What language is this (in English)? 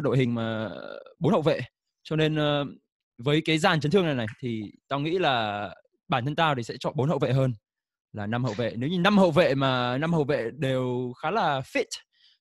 Vietnamese